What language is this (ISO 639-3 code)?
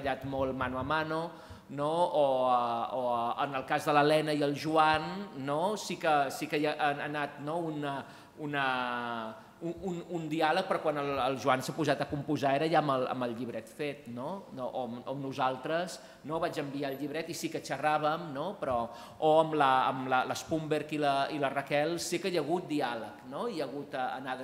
cat